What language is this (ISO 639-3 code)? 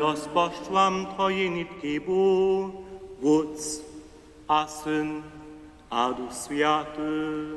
hsb